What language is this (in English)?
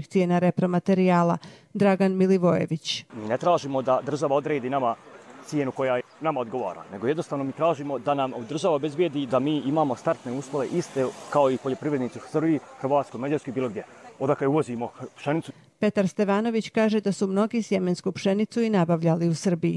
Bosnian